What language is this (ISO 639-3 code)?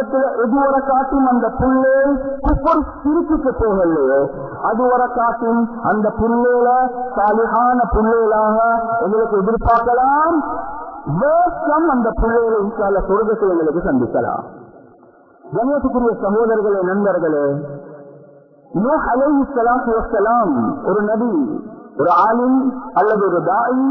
tam